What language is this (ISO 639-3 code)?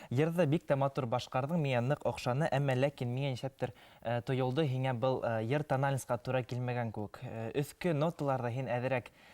bak